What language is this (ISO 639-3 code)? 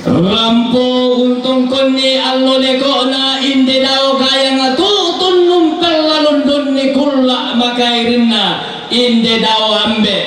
sda